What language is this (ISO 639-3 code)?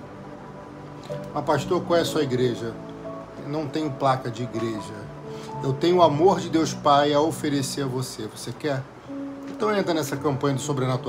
por